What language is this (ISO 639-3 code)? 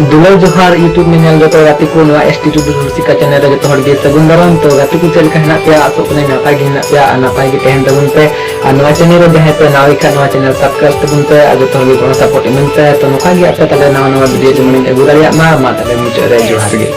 sat